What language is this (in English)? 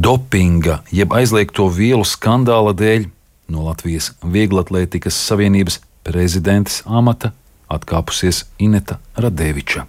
Latvian